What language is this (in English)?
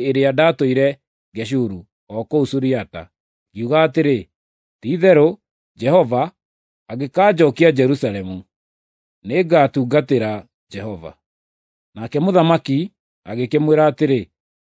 Kikuyu